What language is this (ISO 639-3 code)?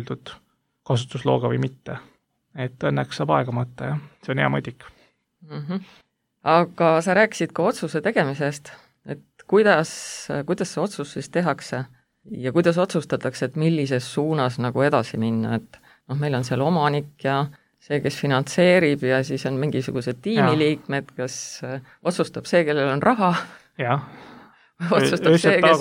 est